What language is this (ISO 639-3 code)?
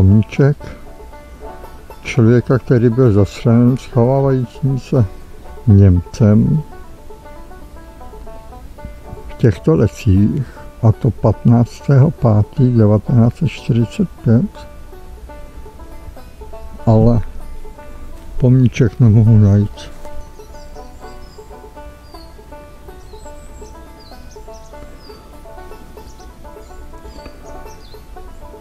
ces